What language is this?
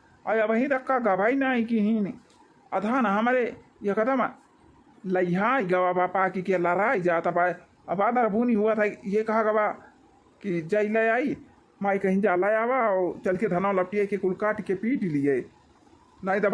Awadhi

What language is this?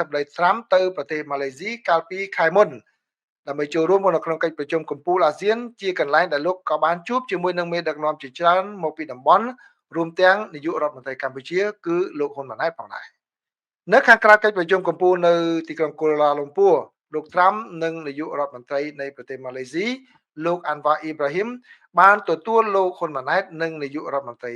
Khmer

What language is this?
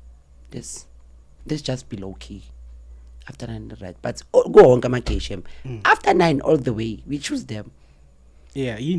Zulu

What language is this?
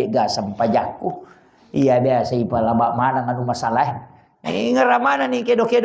Buginese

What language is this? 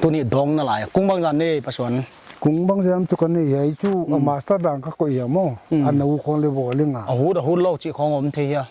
Paite Chin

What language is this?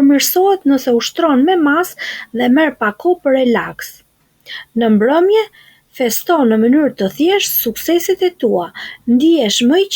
Albanian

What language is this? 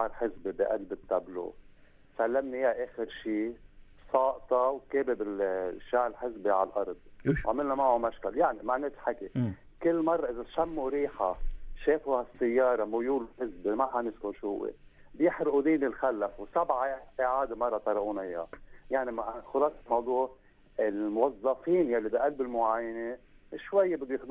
North Levantine Arabic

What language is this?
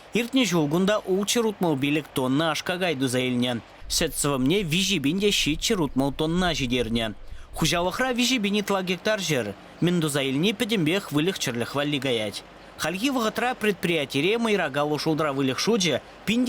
Chuvash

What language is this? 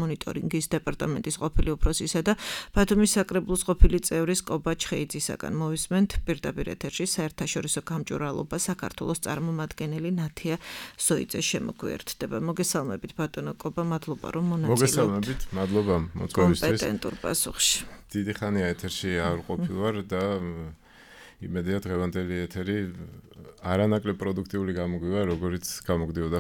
Georgian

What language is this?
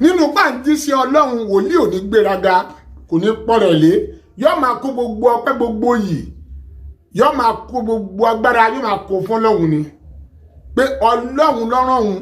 Yoruba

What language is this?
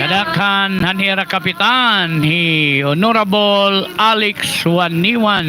Waray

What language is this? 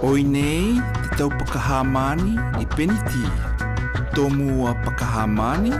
South Marquesan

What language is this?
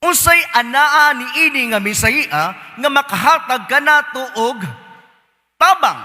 Cebuano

